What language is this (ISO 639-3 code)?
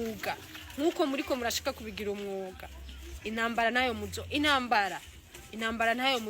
run